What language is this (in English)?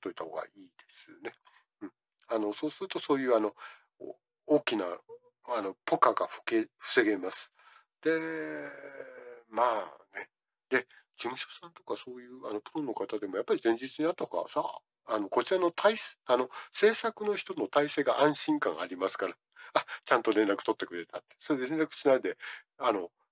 Japanese